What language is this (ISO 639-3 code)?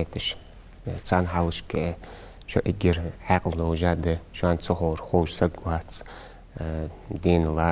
inh